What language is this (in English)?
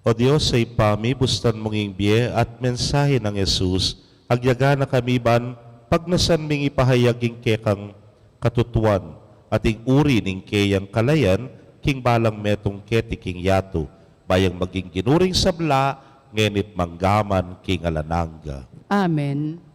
Pampanga